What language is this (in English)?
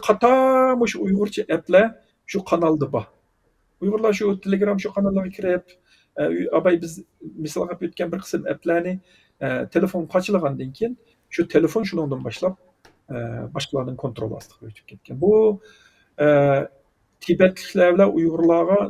Uyghur